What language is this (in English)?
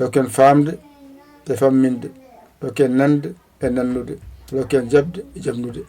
Fula